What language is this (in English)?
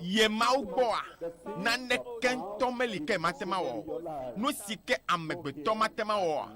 Ewe